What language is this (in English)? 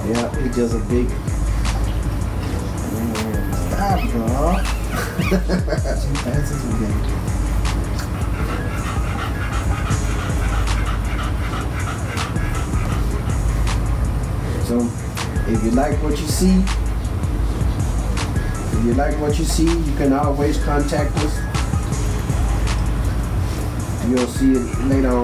English